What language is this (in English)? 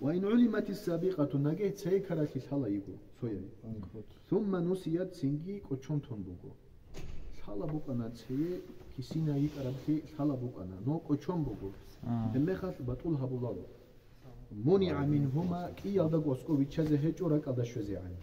Avaric